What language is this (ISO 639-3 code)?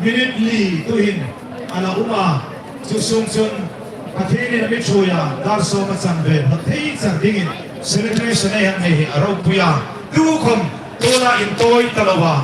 hmr